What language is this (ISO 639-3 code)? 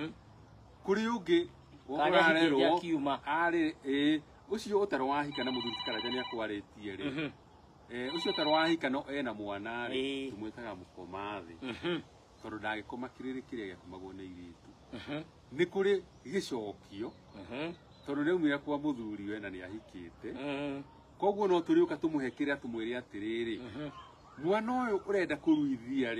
kik